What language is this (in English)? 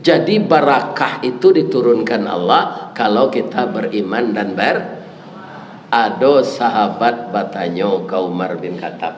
Minangkabau